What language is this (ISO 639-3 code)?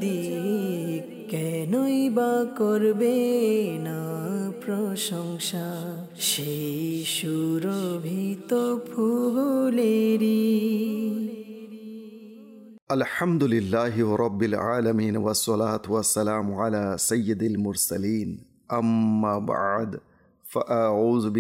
ben